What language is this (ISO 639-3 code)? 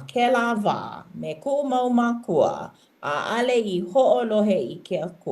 haw